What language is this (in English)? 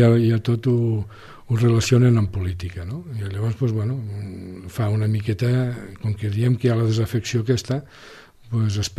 Catalan